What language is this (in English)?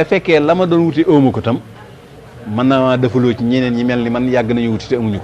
Wolof